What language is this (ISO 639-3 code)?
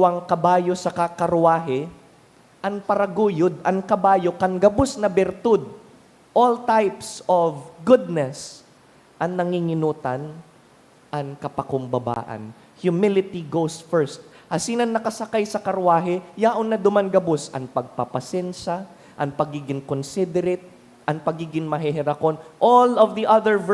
bik